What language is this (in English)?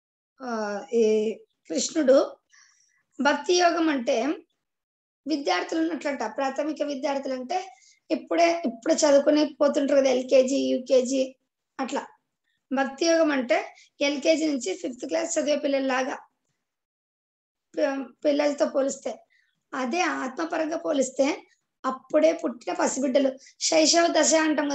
Telugu